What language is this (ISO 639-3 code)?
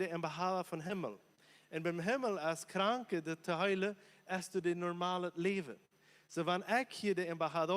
pdt